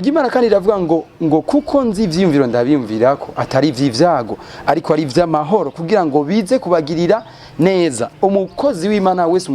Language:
Rundi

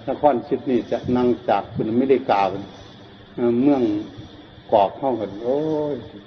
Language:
Northeastern Thai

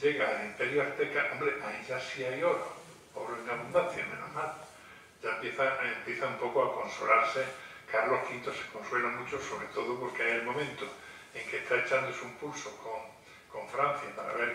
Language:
Spanish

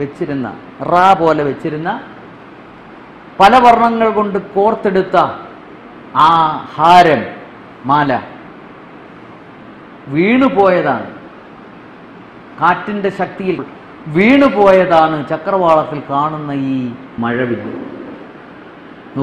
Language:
Malayalam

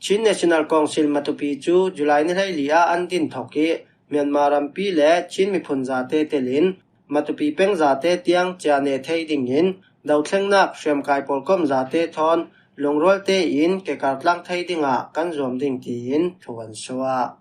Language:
Falam Chin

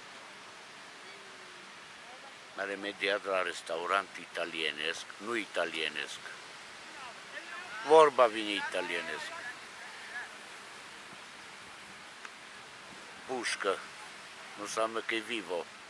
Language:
Romanian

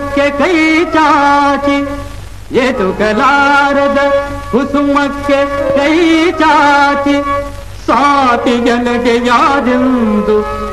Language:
Kannada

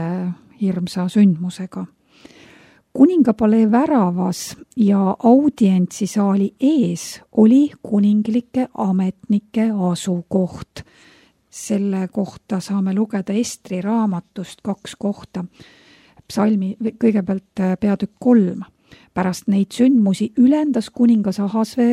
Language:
Estonian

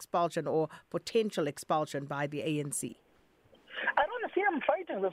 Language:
English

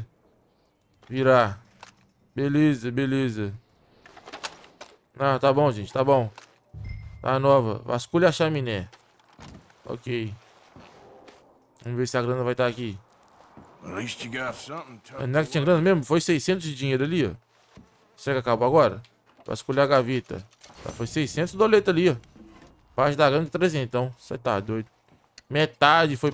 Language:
Portuguese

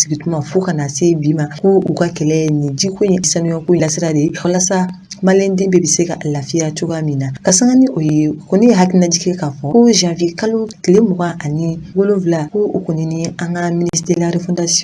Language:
Bambara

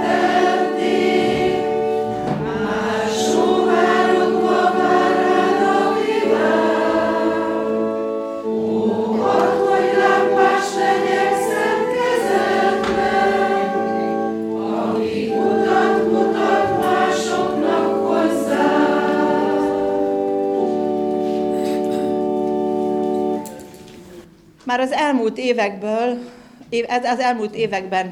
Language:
Hungarian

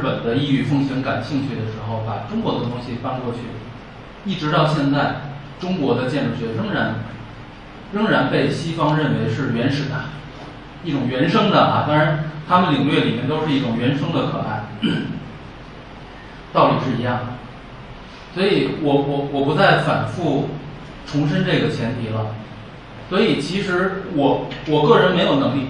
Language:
Chinese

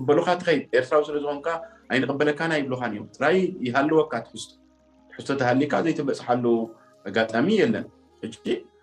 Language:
Tigrinya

